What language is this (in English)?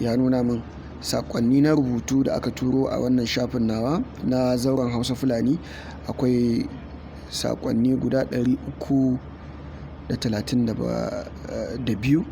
Hausa